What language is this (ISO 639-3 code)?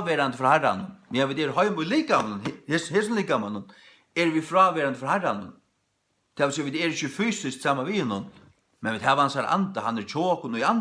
fao